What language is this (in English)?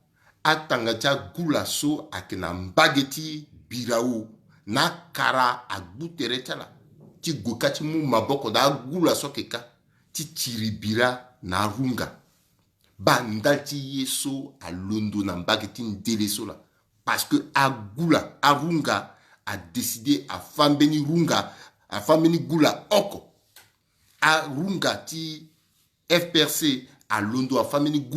Sango